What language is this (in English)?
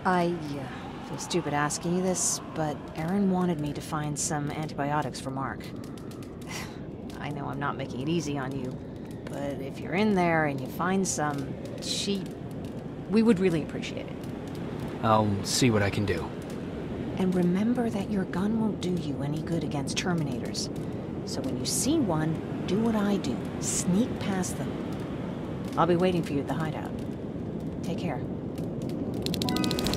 English